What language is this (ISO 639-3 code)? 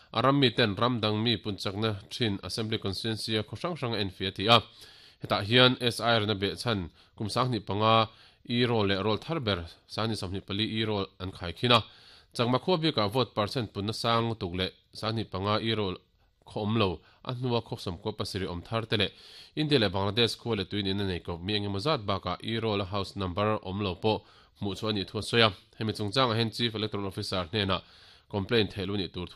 lus